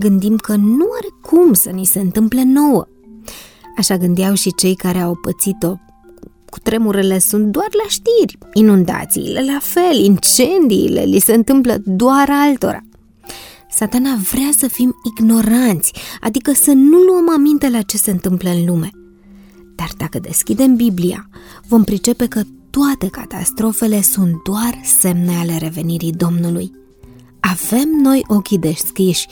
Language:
Romanian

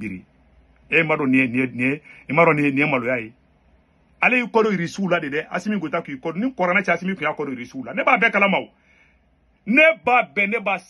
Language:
Bambara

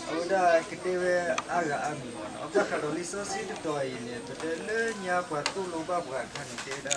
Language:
S'gaw Karen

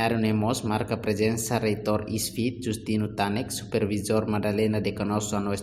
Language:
Tetum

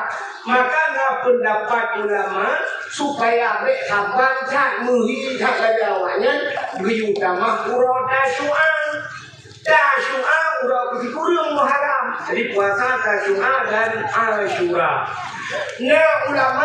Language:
Achinese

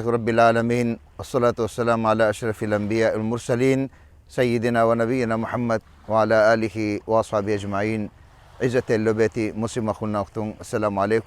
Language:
Divehi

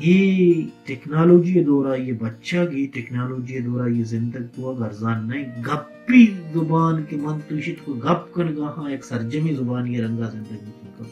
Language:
Baluchi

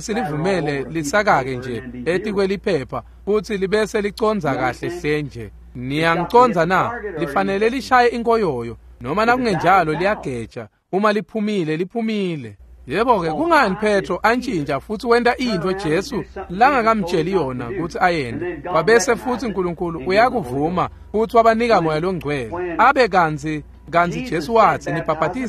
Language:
Swati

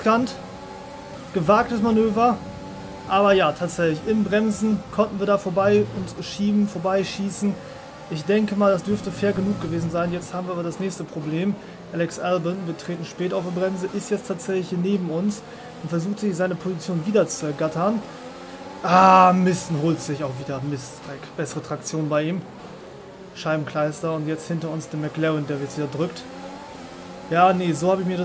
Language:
German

